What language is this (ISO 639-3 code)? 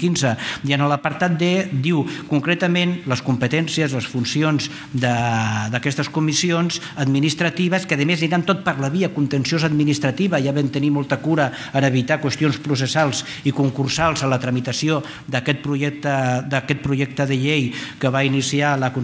cat